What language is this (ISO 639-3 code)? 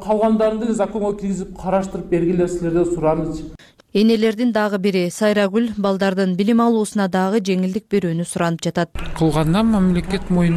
kir